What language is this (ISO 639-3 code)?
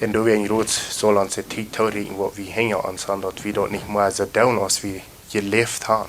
pdt